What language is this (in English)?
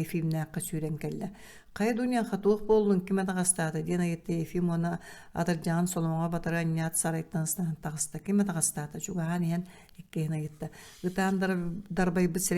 Yakut